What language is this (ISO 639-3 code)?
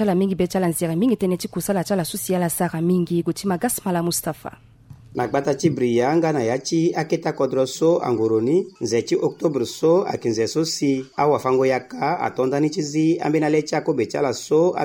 sag